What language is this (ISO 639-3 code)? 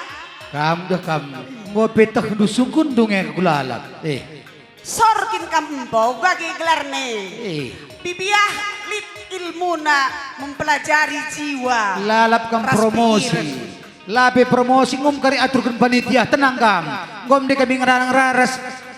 btx